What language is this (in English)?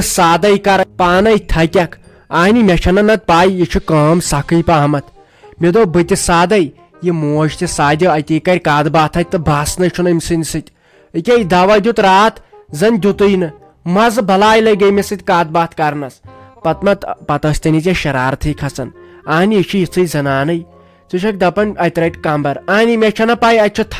Kashmiri